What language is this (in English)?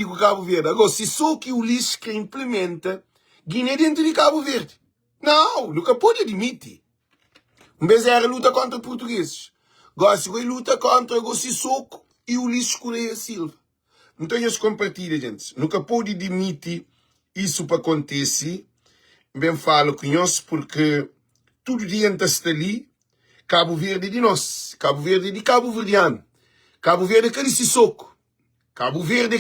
Kabuverdianu